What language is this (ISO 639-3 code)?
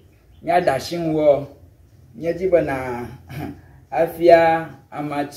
ewe